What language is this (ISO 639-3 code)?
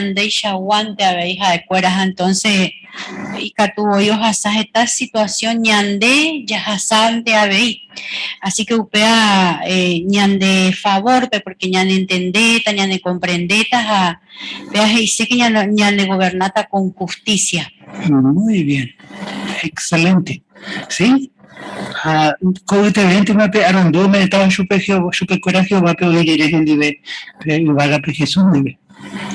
grn